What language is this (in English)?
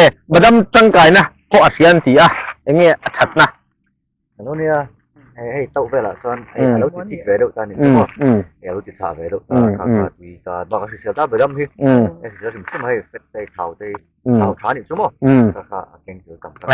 Mizo